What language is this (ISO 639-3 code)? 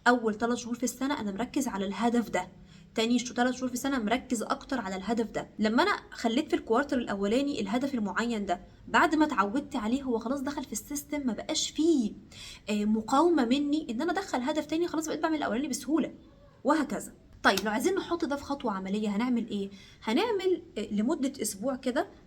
arz